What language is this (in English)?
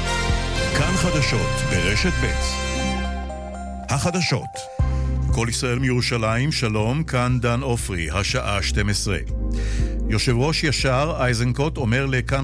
Hebrew